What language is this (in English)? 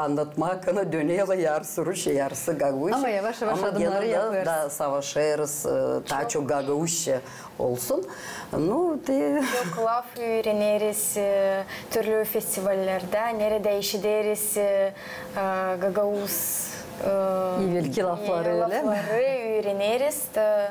Gagauz